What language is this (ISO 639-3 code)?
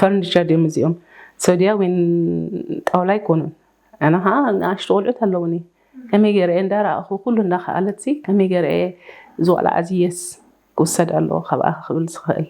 tir